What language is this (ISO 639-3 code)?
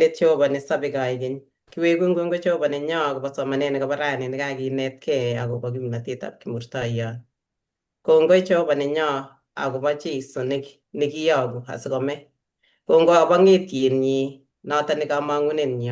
kln